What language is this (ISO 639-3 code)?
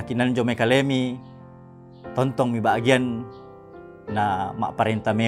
sda